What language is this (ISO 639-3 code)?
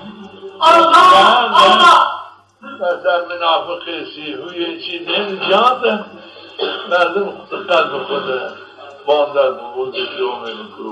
zza